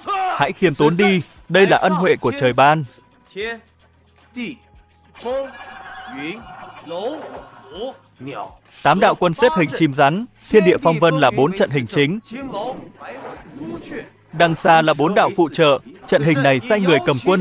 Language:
Vietnamese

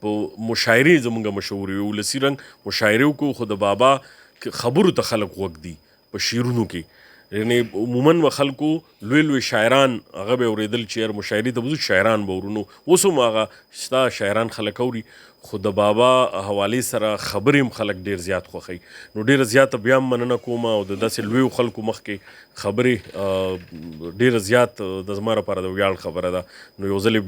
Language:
Pashto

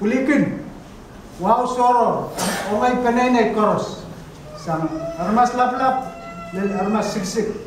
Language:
Pohnpeian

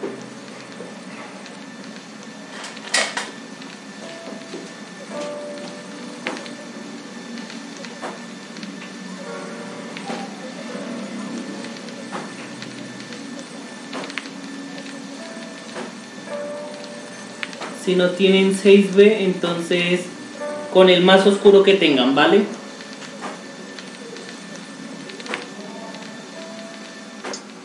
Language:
Spanish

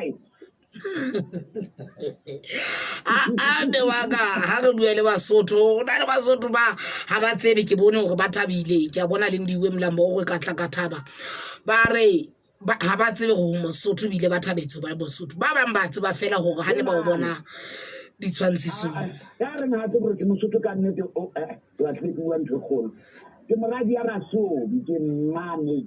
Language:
Southern Sotho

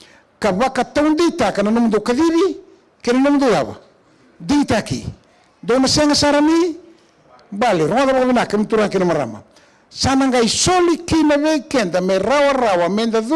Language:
Fijian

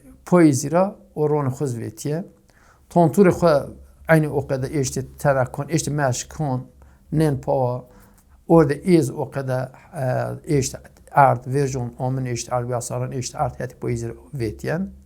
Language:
Zaza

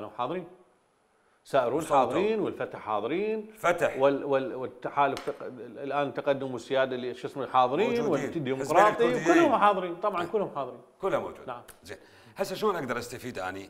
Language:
Mesopotamian Arabic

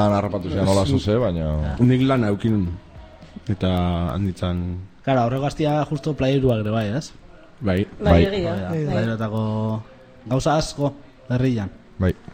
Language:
Basque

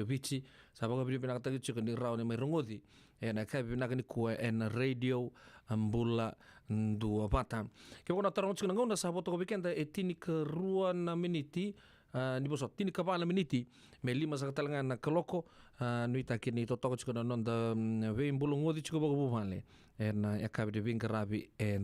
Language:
Fijian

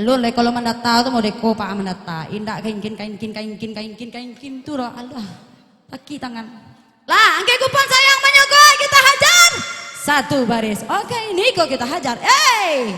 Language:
Minangkabau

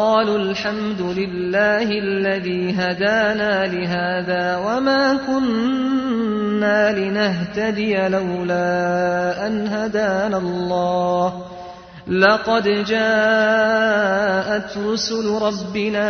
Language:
Arabic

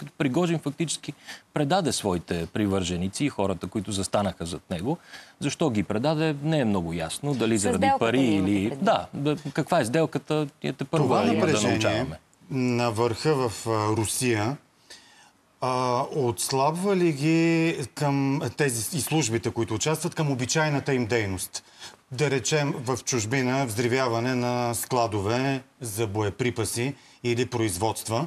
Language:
Bulgarian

